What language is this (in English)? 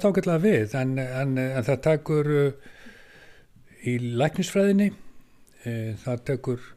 Icelandic